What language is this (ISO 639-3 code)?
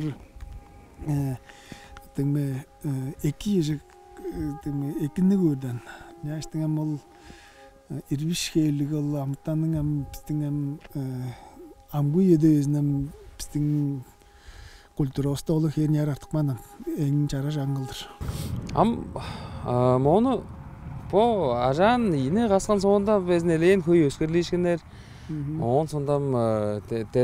tyv